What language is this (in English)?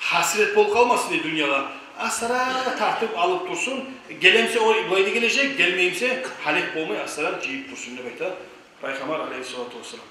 Kumyk